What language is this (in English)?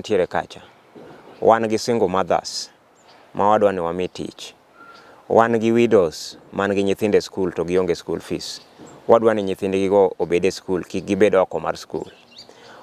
Luo (Kenya and Tanzania)